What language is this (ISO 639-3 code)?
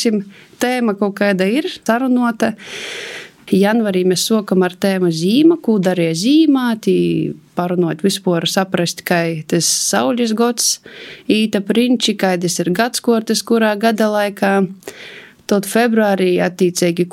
lav